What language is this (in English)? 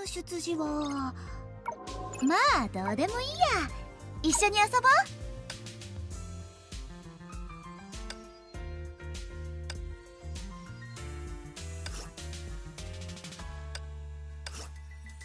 Japanese